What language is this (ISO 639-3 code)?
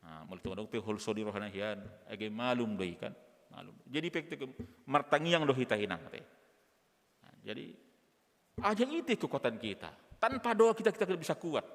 bbc